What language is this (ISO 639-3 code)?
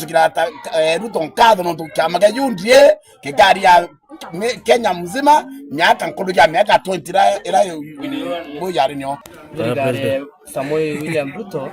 mer